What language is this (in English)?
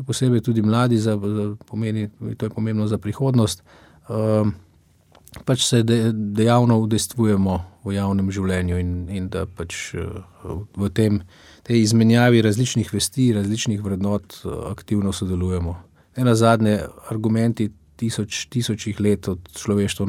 Slovenian